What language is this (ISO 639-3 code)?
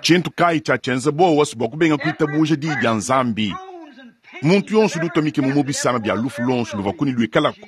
lua